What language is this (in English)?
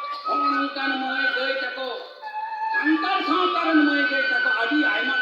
Santali